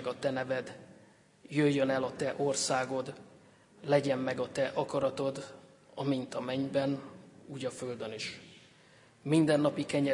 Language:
Hungarian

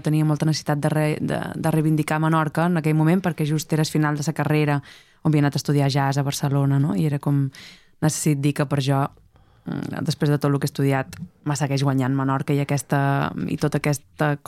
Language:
Catalan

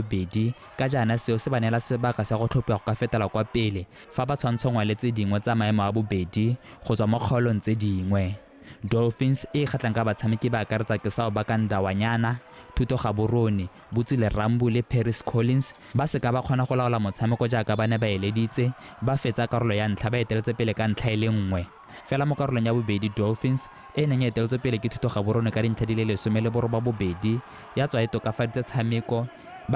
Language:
Tswana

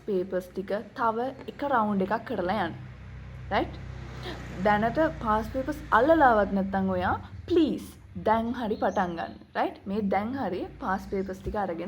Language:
Sinhala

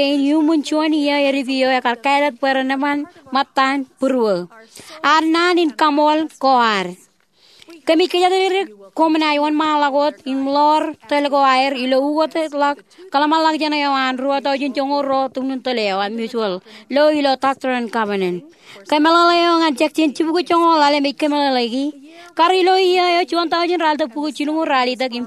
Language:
Marshallese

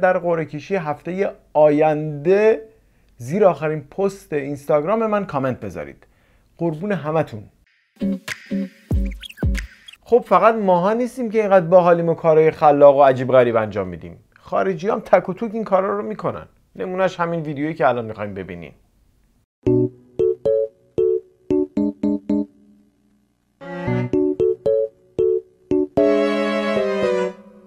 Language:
Persian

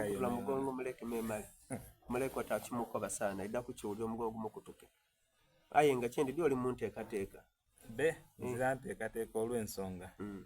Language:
Soga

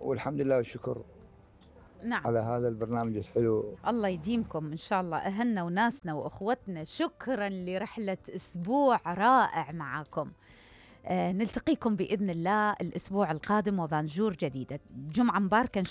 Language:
Mesopotamian Arabic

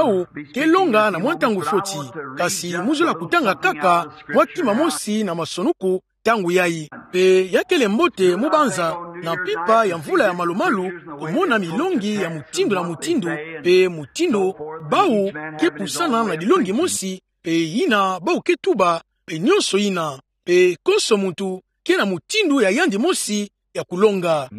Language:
Kituba (Democratic Republic of Congo)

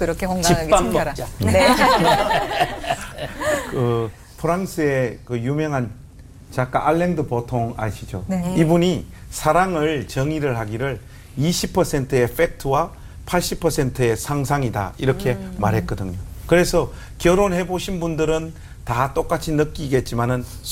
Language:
Korean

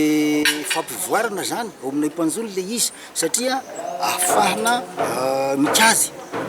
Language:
Malagasy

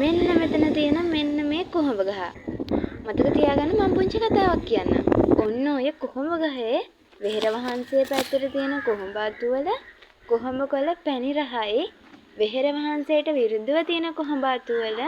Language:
Sinhala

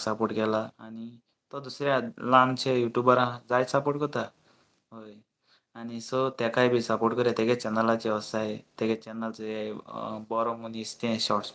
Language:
Konkani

